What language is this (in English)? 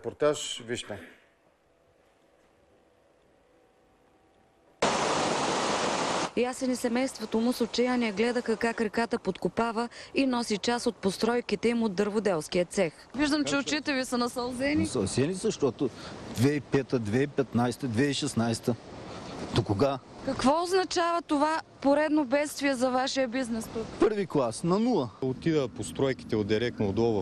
Bulgarian